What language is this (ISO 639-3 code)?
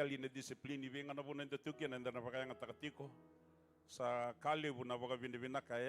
fij